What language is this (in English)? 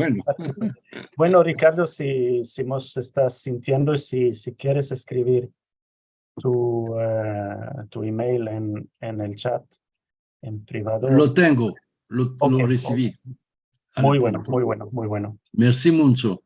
Ladino